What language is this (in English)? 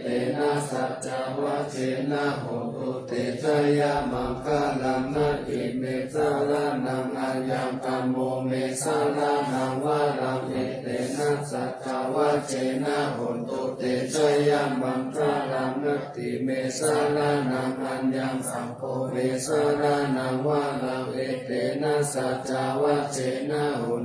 Pali